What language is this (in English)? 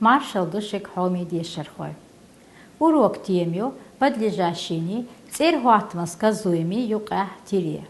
Chechen